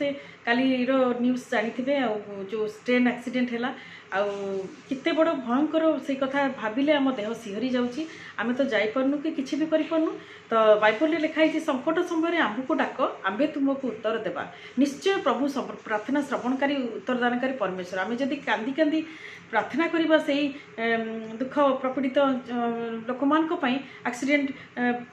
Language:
Odia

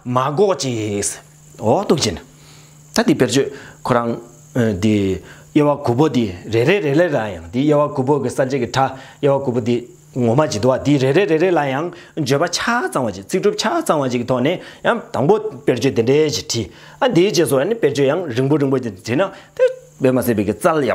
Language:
Tibetan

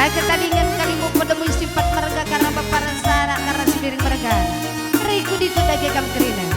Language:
Batak Karo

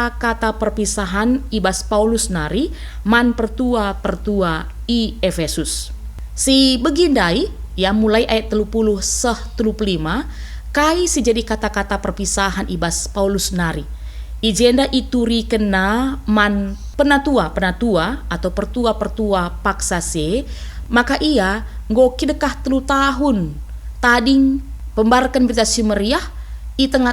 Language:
Batak Karo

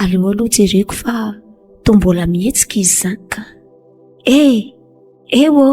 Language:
Malagasy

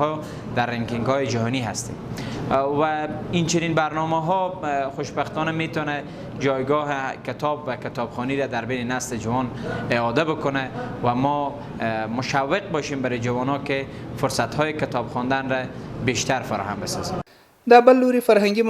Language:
Pashto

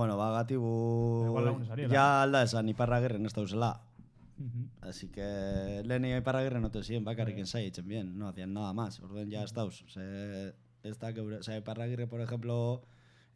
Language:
Basque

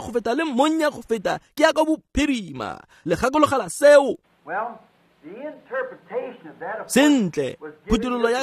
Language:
Tswana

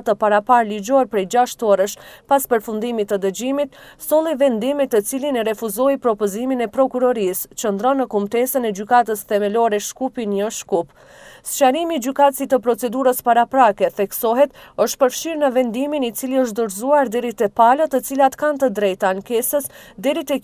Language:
Albanian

